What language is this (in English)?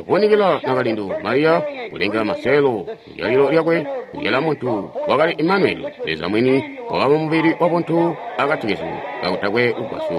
Tonga (Zambia)